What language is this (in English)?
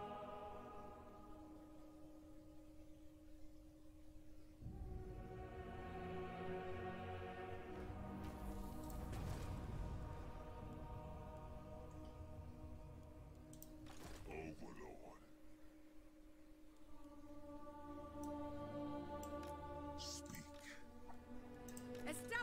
English